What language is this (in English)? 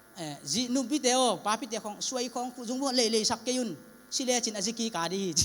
Tedim Chin